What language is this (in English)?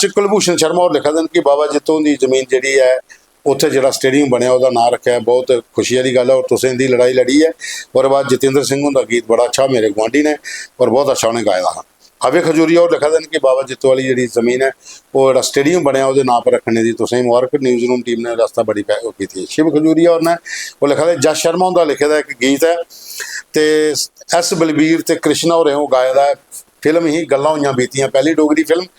Dogri